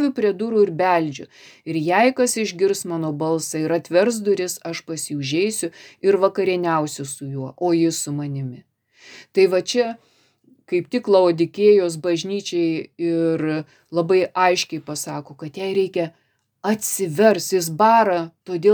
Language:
Lithuanian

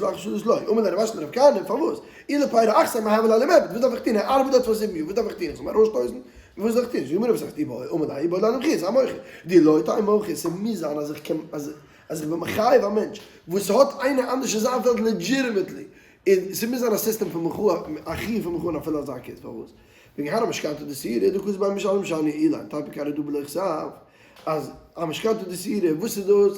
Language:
Yiddish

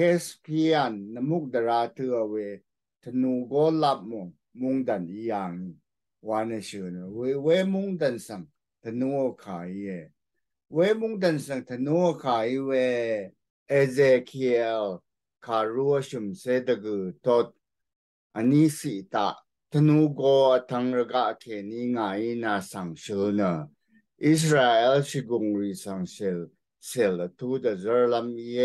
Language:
Rawang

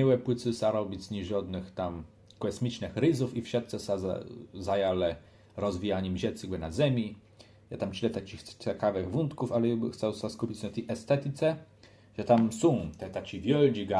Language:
Kashubian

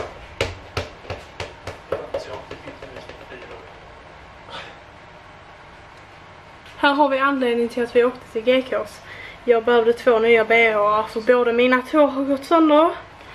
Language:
Swedish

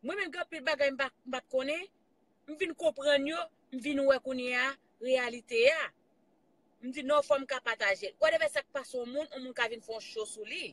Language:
Haitian Creole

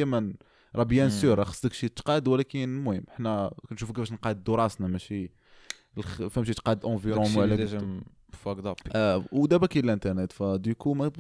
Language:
Moroccan Arabic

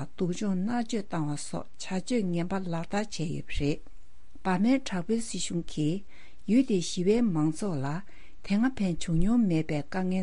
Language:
Tibetan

